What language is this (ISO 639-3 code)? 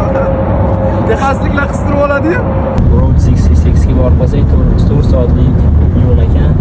uzb